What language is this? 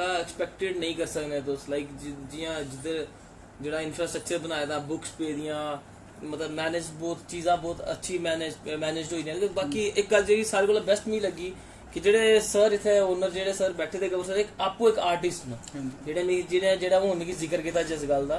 Dogri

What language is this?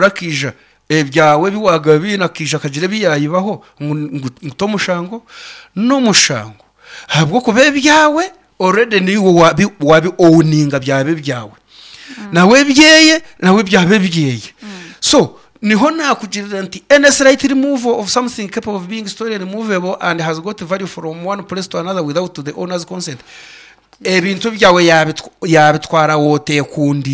Nyankole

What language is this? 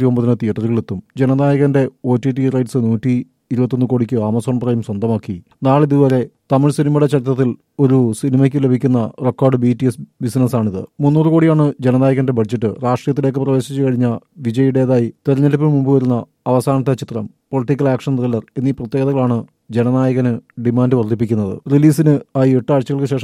Malayalam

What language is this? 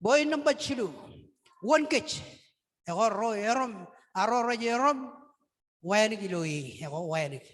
Marshallese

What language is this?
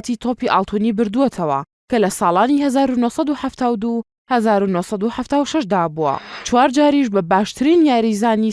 Central Kurdish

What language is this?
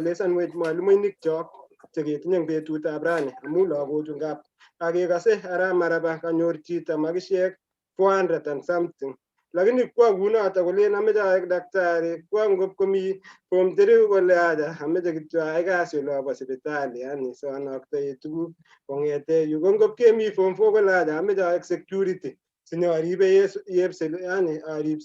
Kalenjin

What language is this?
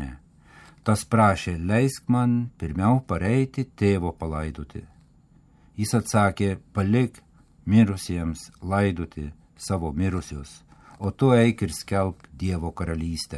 Lithuanian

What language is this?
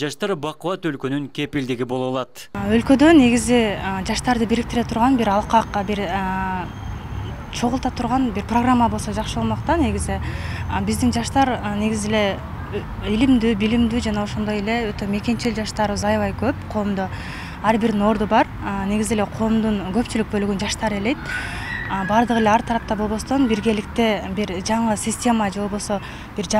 Kyrgyz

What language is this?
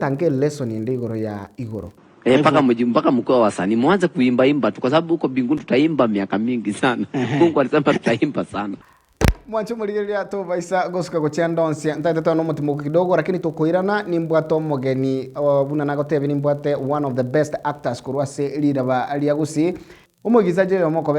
Gusii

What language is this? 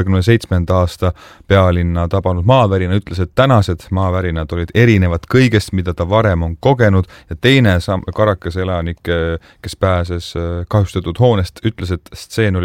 Estonian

